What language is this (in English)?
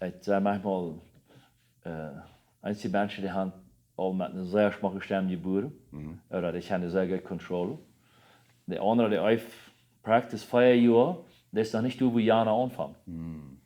Plautdietsch